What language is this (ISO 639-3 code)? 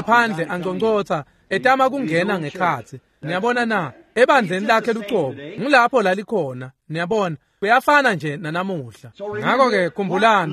ssw